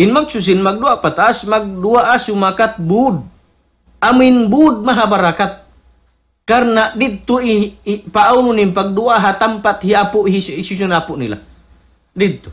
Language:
Tausug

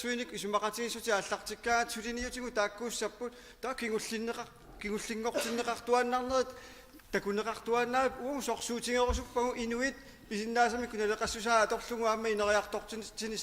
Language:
Kalaallisut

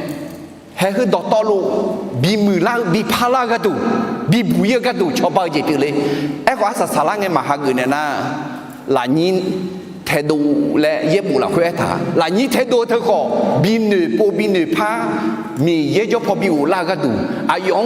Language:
Akha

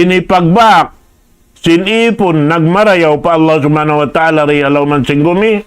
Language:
Tausug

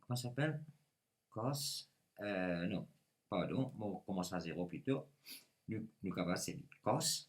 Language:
Morisyen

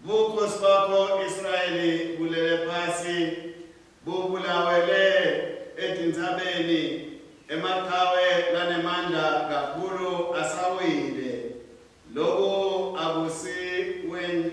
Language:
Swati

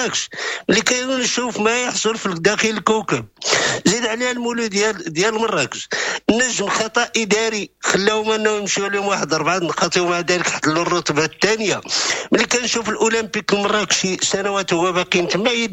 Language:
Moroccan Arabic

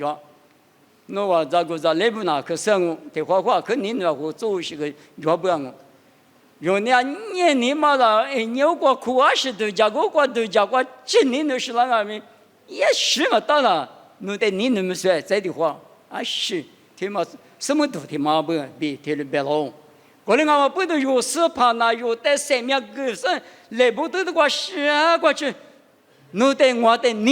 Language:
Lisu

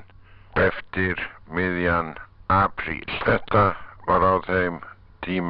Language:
Icelandic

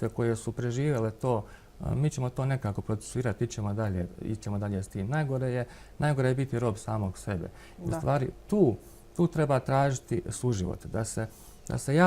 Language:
Bosnian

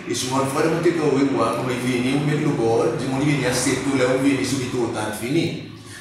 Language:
Seselwa Creole French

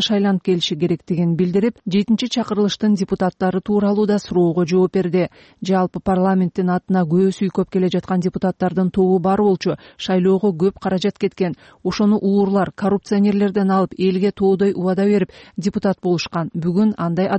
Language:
Kyrgyz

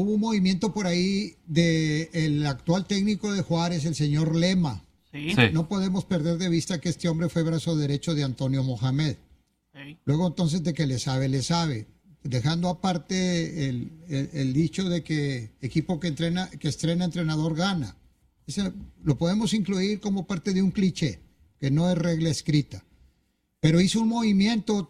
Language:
Spanish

